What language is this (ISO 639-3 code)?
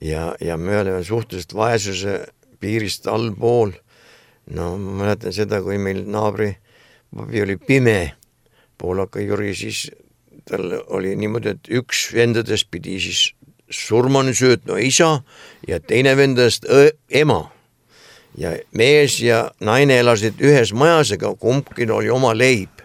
est